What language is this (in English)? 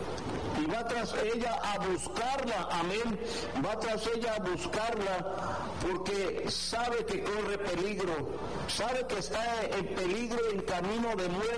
Spanish